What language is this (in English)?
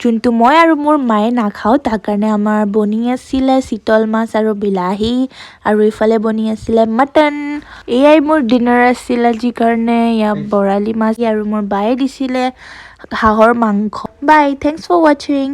Assamese